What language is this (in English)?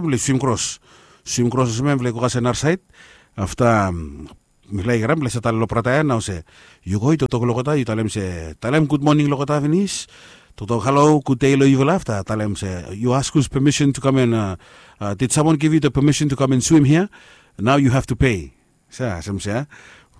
Bislama